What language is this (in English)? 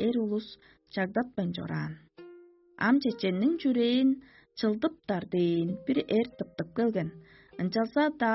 Tuvinian